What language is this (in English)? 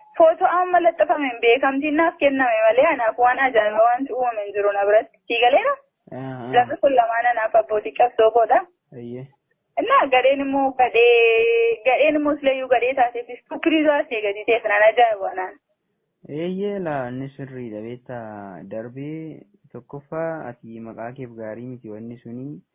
Oromo